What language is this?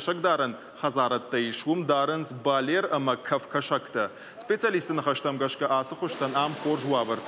Ossetic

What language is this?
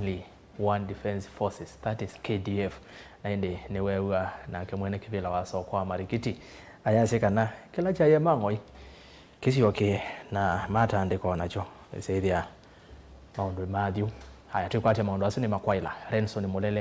Kamba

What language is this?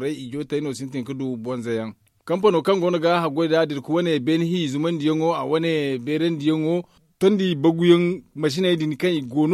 Zarma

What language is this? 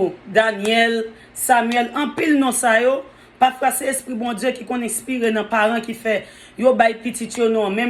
Haitian Creole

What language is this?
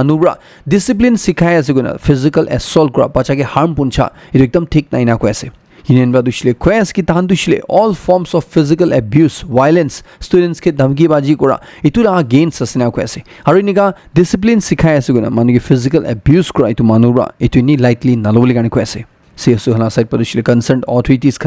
Naga Pidgin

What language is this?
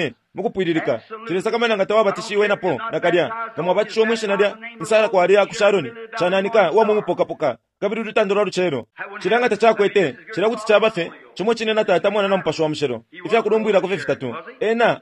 Bemba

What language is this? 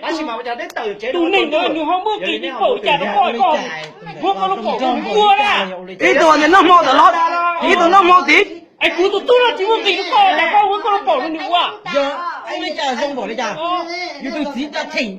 Hmong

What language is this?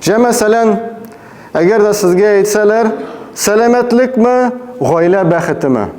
Tatar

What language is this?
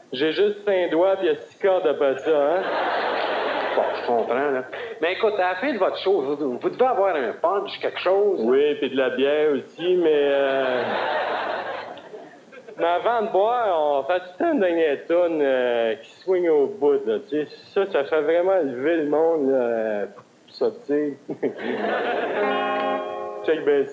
French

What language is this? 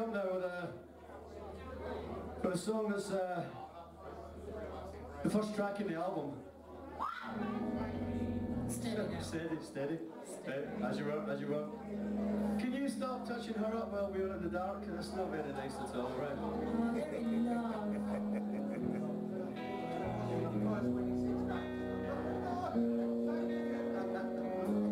English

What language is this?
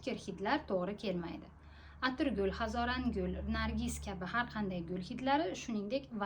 Uzbek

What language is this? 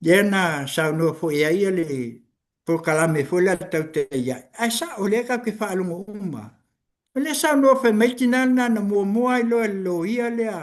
Samoan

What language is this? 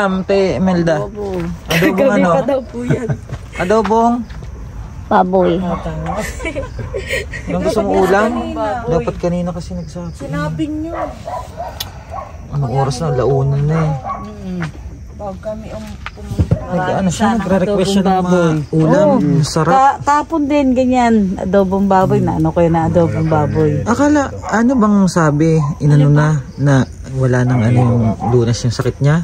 Filipino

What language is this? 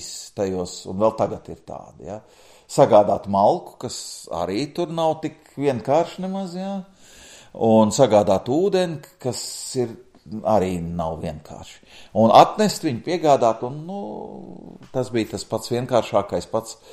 Latvian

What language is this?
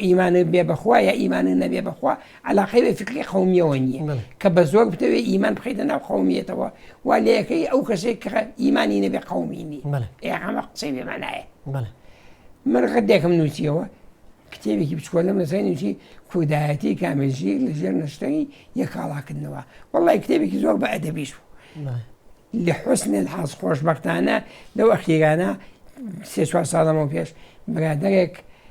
Central Kurdish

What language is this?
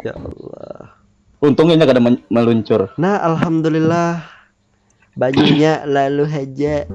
Banjar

